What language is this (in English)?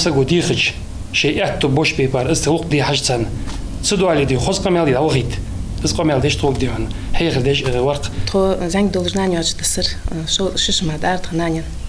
Ingush